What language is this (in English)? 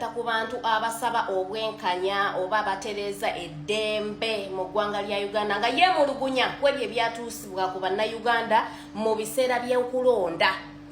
Ganda